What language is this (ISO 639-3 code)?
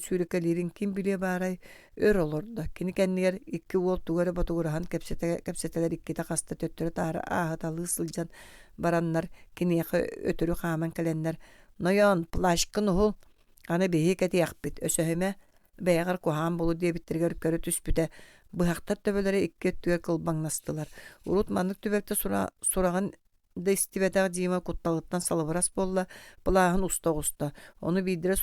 sah